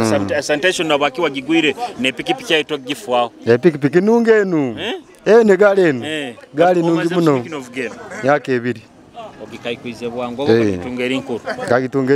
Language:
Nyoro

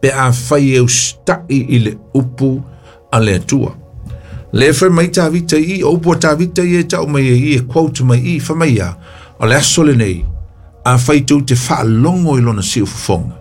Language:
Samoan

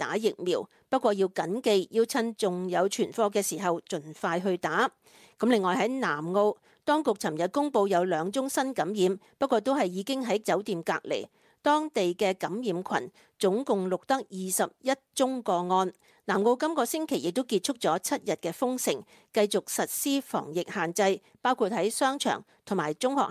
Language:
Cantonese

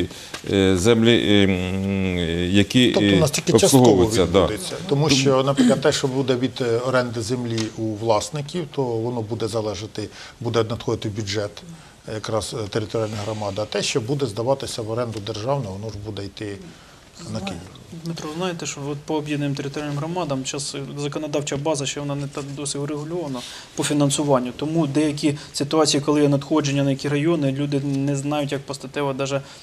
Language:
Ukrainian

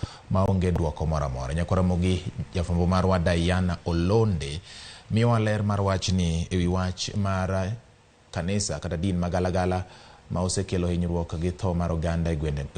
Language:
Luo (Kenya and Tanzania)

